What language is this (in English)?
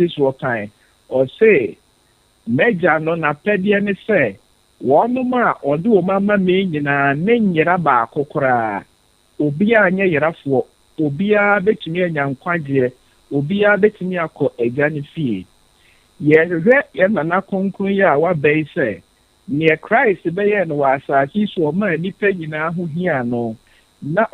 Akan